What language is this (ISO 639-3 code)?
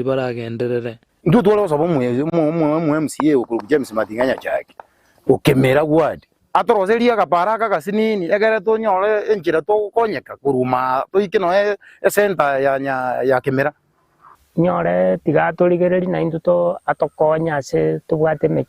guz